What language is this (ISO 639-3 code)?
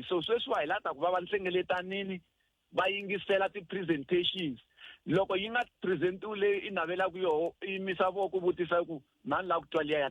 tso